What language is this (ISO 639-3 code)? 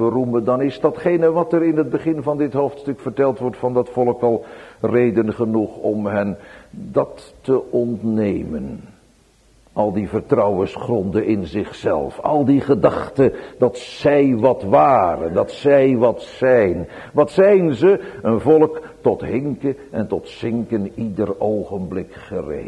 nld